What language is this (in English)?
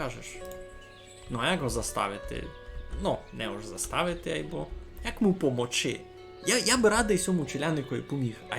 Rusyn